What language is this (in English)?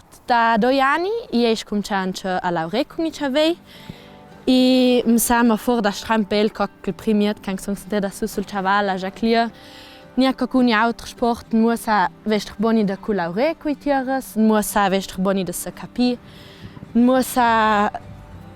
Ladin